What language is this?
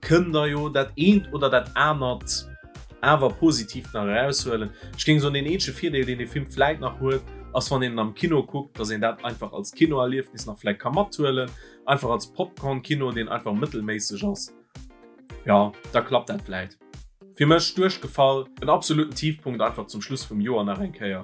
Luxembourgish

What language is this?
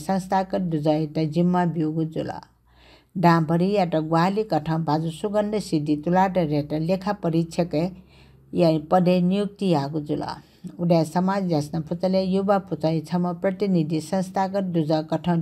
Newari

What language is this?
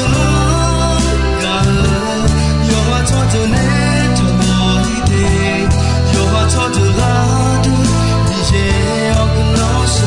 Akha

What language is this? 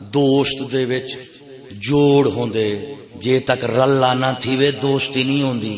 Saraiki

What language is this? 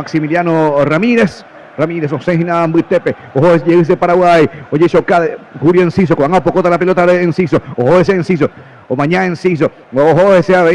Guarani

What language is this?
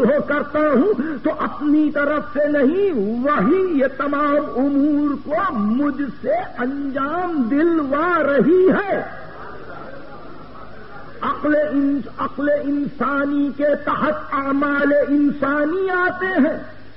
Urdu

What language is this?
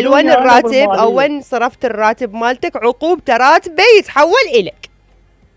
Mesopotamian Arabic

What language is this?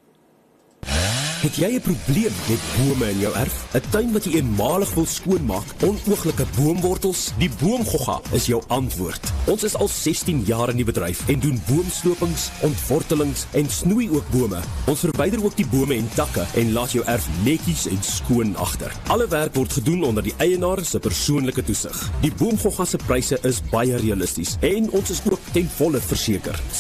Afrikaans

